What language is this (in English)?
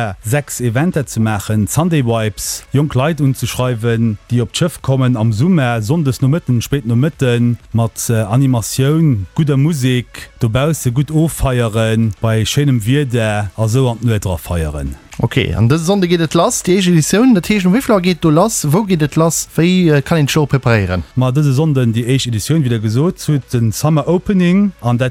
Luxembourgish